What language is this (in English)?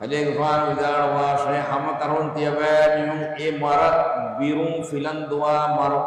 Divehi